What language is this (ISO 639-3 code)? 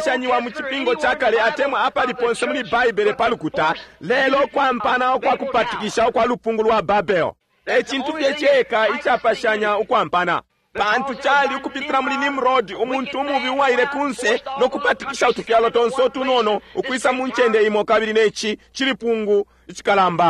bem